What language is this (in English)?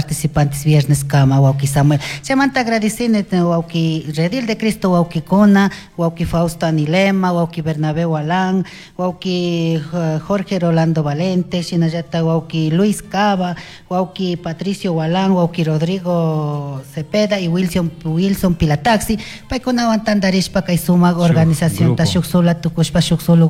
Chimborazo Highland Quichua